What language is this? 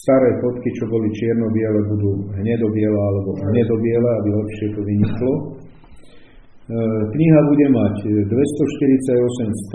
Slovak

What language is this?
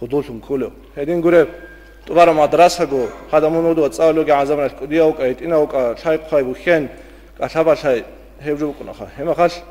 Avaric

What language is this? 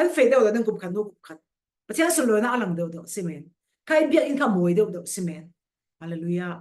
Falam Chin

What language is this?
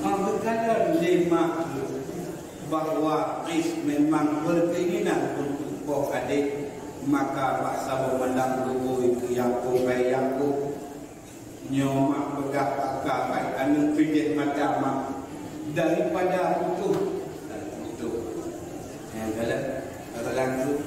Achinese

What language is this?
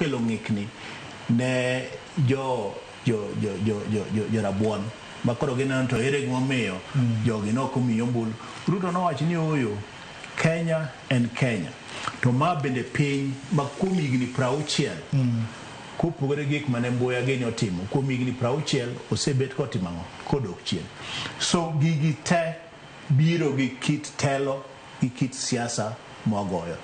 Luo (Kenya and Tanzania)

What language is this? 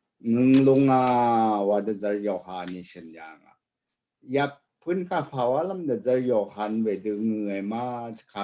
Rawang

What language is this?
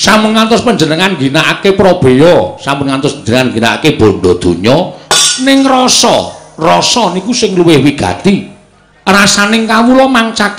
Javanese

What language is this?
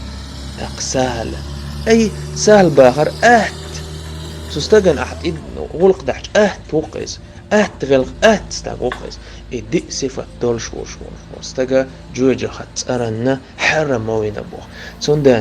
Chechen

